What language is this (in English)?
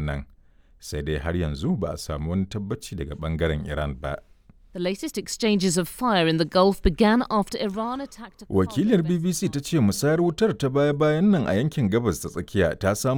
Hausa